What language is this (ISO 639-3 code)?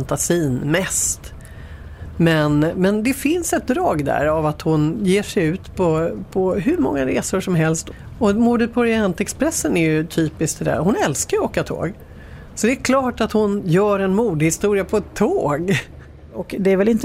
swe